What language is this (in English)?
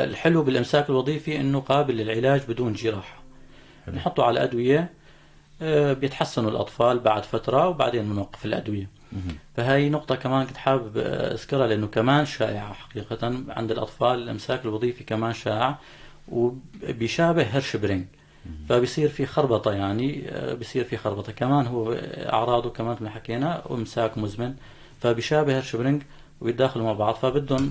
North Levantine Arabic